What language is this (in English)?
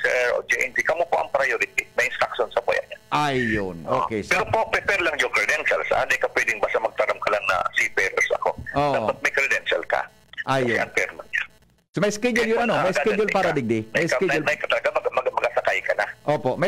Bikol